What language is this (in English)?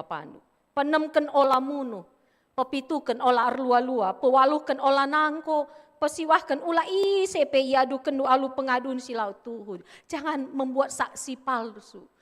Batak Karo